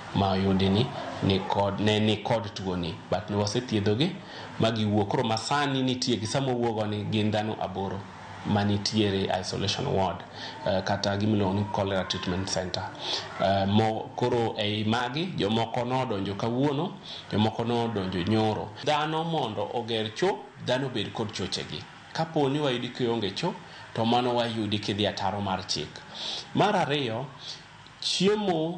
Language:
Luo (Kenya and Tanzania)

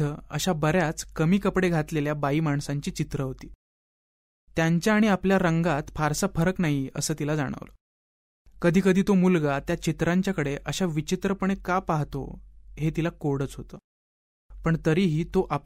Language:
Marathi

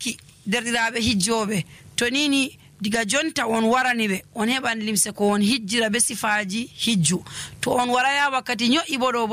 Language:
Nigerian Fulfulde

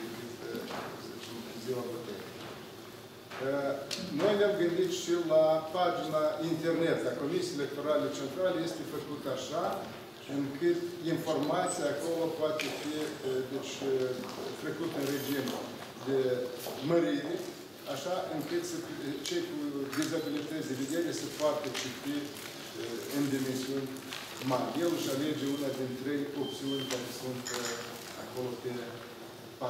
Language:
Romanian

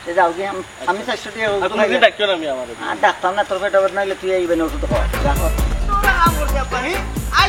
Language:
Sylheti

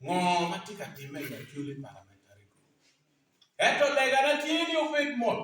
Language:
Acoli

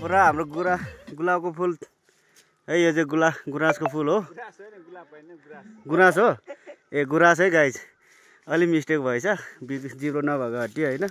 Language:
Nepali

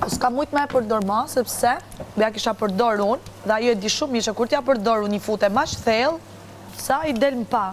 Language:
Albanian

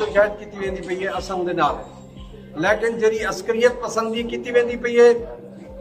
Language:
Saraiki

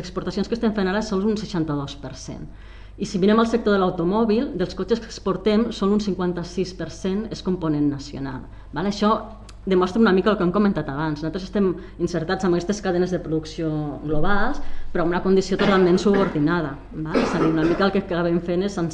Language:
Catalan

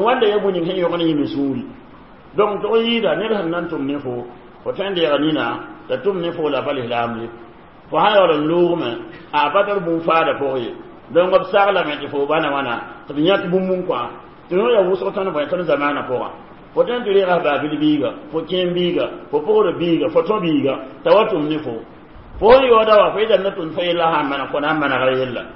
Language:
Mossi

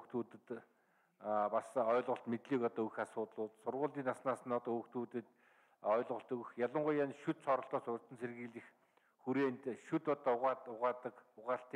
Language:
Mongolian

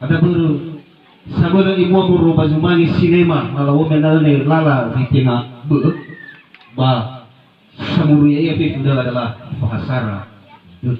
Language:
Nias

